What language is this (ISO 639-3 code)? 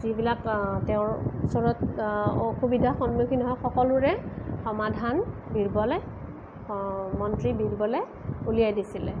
asm